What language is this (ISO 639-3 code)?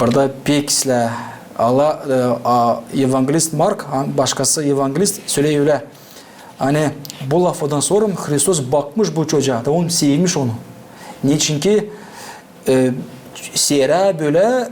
gag